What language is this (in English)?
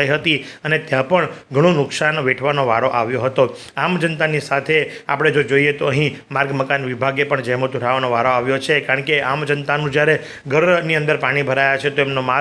Gujarati